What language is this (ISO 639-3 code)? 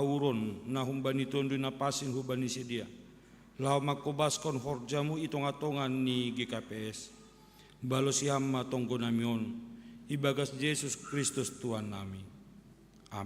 bts